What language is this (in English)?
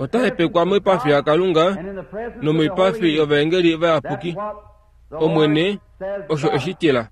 Kuanyama